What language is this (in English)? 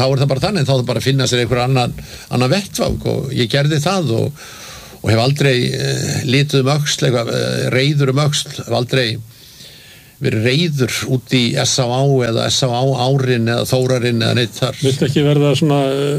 Icelandic